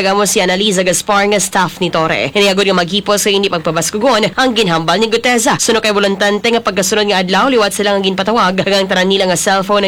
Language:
Hiligaynon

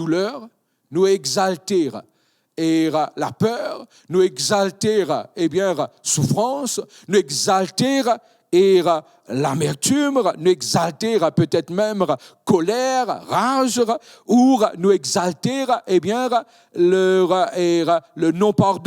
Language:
Morisyen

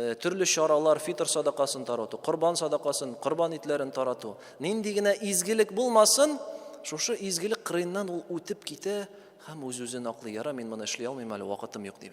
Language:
Tatar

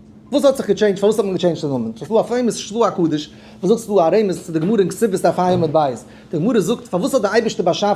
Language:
Yiddish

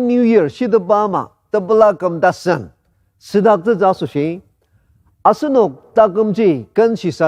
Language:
Ao Naga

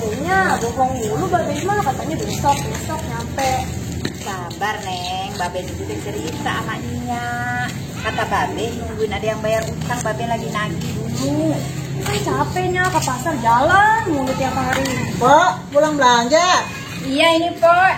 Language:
Betawi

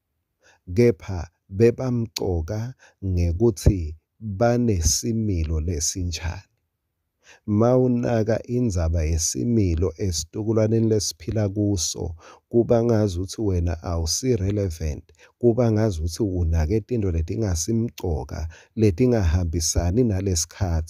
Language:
Swati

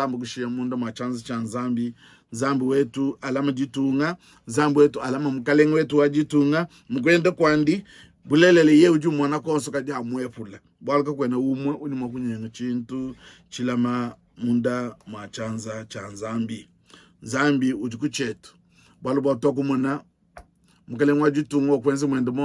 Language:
Luba-Lulua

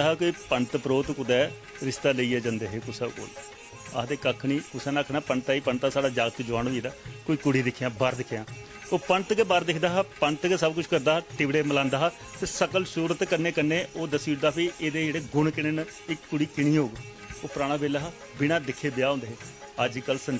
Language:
Dogri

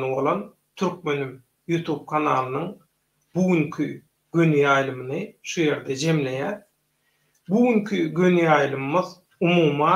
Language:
Turkmen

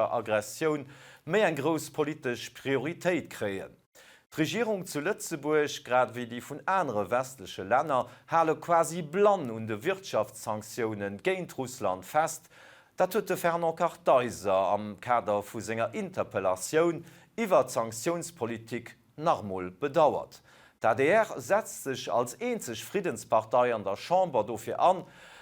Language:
Luxembourgish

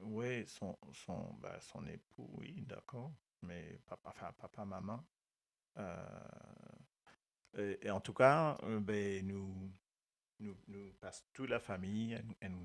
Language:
Morisyen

